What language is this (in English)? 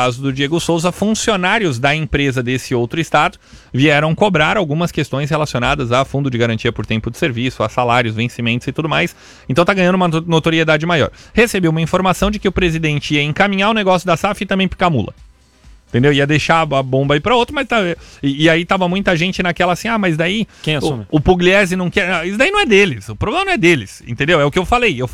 Portuguese